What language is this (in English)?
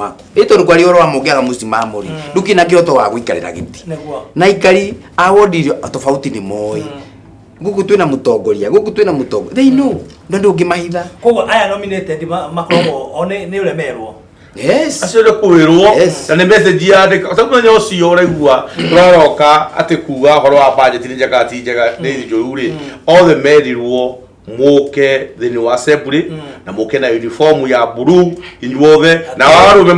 Kikuyu